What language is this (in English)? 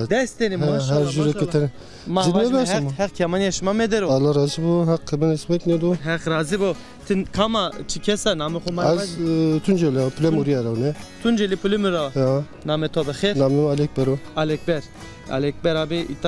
Zaza